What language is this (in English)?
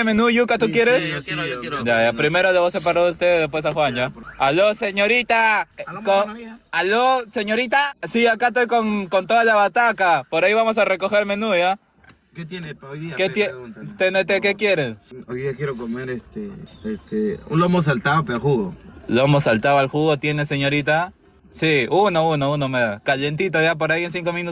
Spanish